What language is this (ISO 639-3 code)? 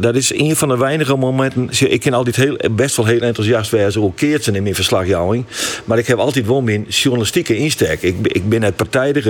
fry